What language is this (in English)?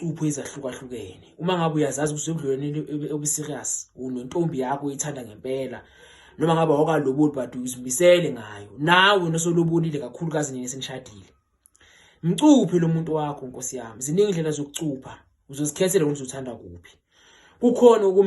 Zulu